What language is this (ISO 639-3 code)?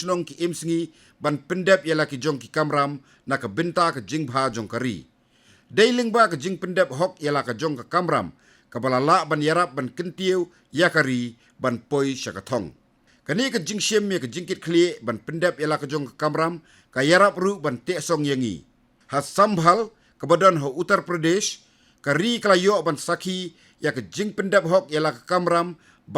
kha